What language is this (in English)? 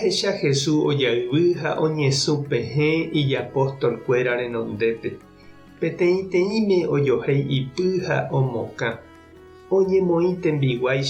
Guarani